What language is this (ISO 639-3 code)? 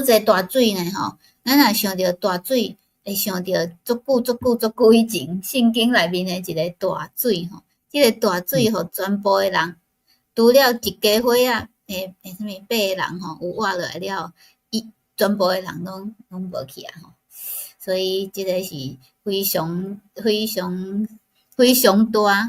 nan